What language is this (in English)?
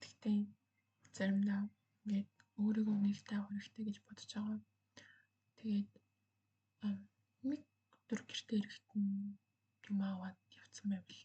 Mongolian